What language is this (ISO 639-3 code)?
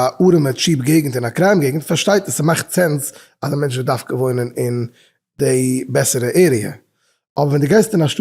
yid